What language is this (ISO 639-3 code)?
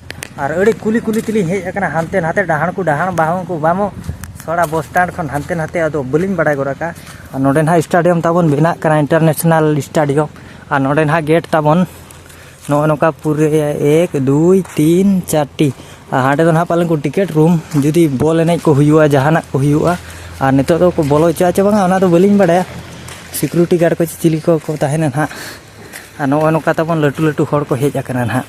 sat